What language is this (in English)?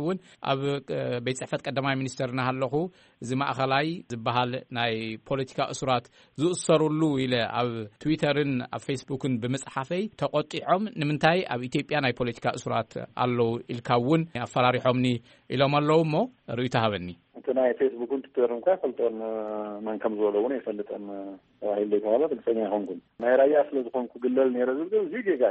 Tigrinya